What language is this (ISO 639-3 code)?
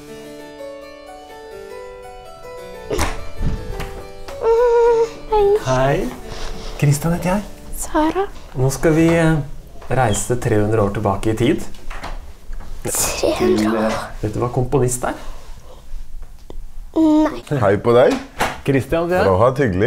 nor